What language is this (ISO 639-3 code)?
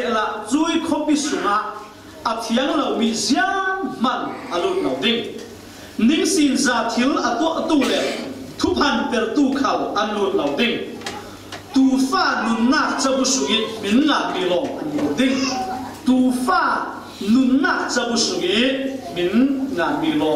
cfm